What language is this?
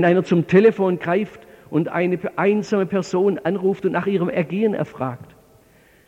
German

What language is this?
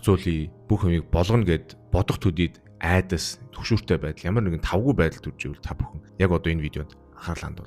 Mongolian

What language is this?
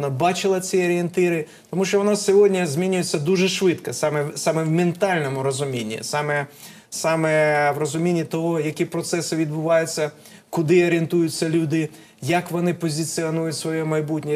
Ukrainian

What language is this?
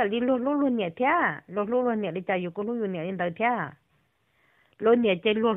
Vietnamese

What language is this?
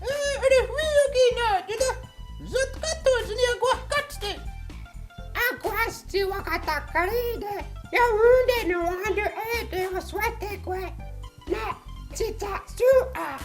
Mohawk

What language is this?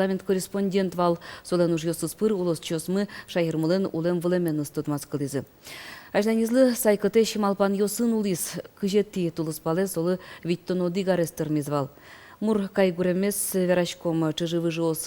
Udmurt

